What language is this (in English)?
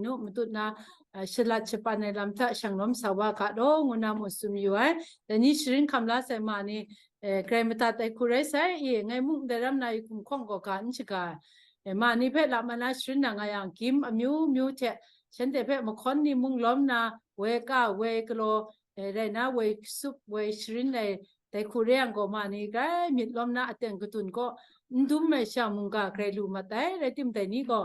Kachin